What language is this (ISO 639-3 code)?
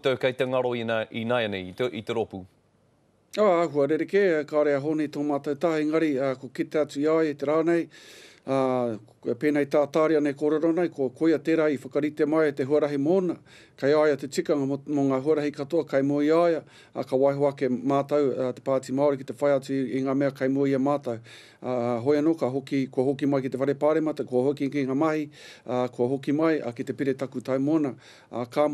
mri